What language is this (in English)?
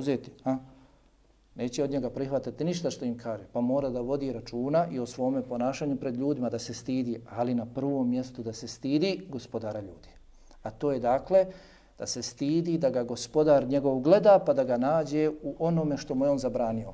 Bosnian